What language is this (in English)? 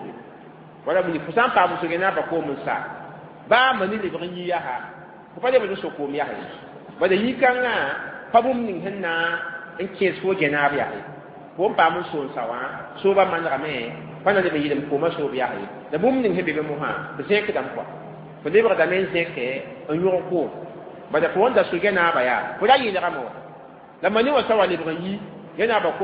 Mossi